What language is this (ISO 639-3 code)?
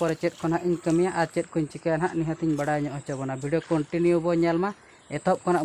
sat